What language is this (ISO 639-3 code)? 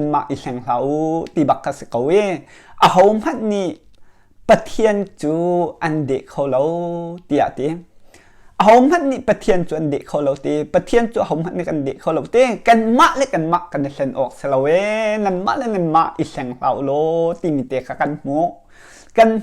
cnh